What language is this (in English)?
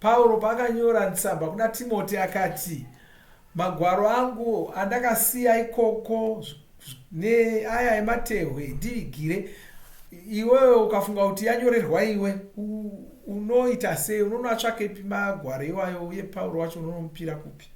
Shona